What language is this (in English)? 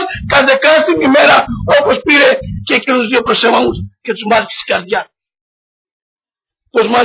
Greek